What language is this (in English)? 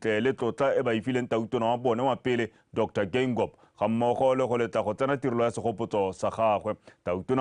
Tswana